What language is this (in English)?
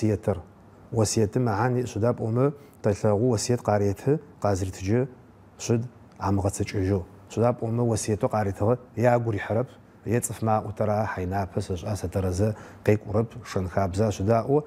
Adyghe